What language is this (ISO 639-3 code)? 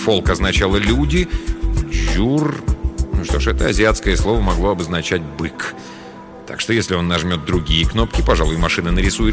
rus